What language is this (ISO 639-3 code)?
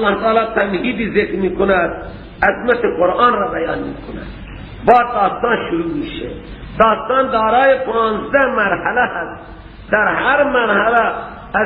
fas